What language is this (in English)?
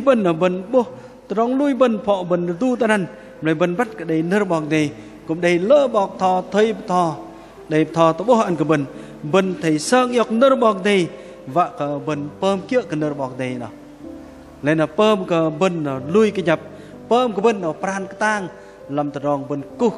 Bahnar